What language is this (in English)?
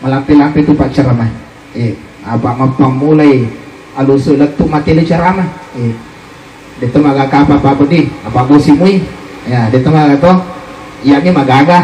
Buginese